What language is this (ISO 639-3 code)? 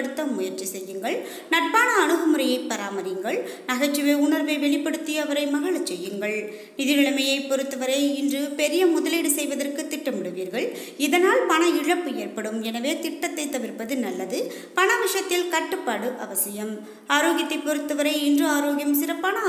tam